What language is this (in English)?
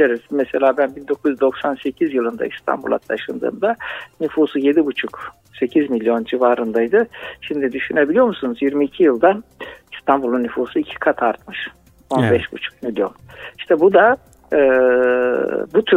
Turkish